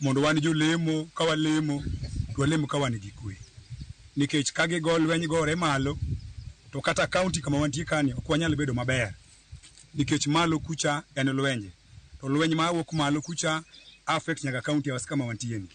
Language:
Luo (Kenya and Tanzania)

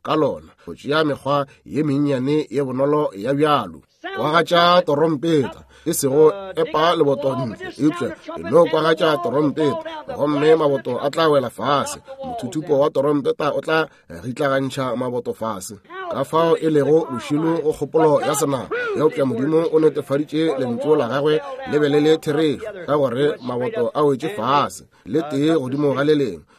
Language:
Northern Sotho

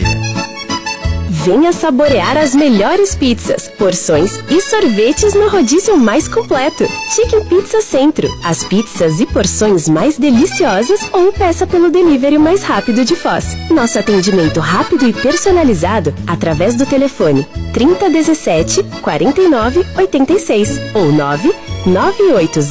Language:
Portuguese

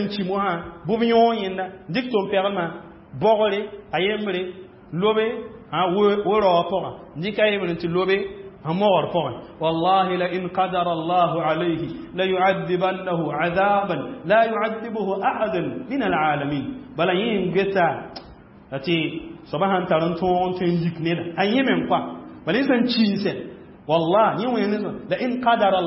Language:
Mossi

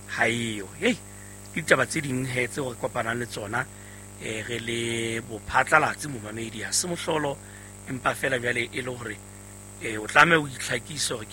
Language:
Southern Sotho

